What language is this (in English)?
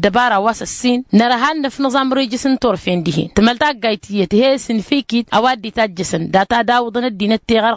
Tamasheq